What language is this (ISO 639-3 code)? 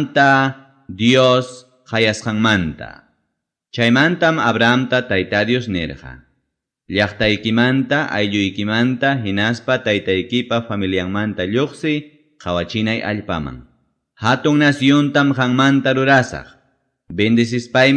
quy